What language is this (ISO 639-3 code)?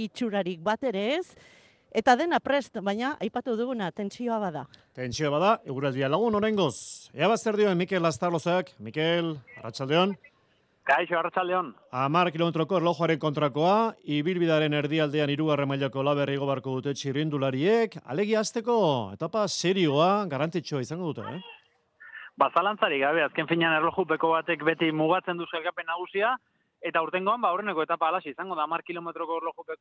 eus